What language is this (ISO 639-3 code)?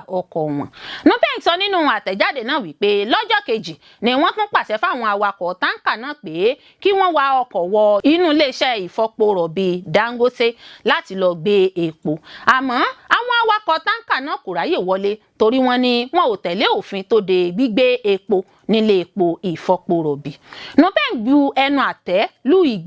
yor